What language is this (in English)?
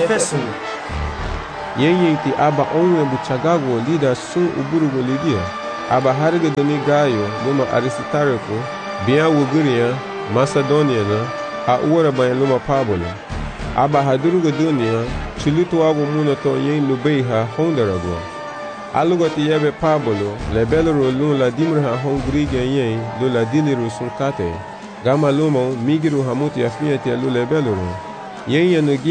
Garifuna